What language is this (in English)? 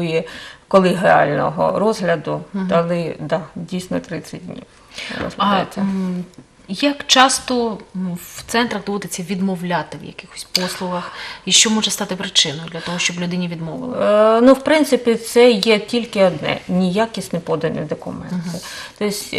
Ukrainian